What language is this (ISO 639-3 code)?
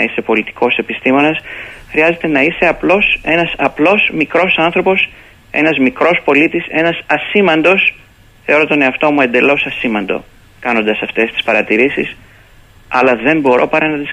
ell